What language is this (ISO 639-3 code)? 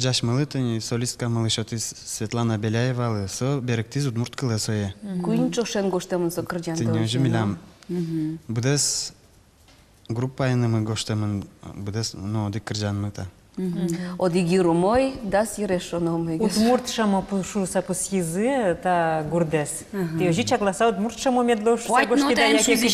udm